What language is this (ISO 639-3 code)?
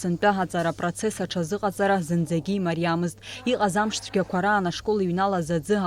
abk